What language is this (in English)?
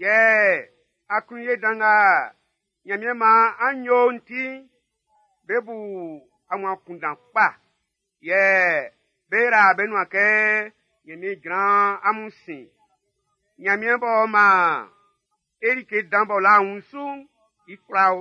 Baoulé